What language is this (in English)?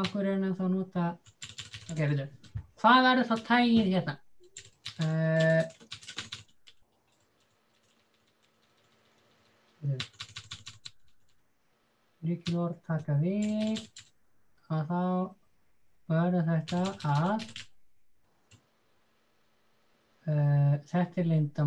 Icelandic